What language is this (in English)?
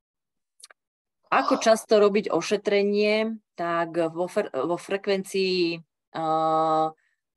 Slovak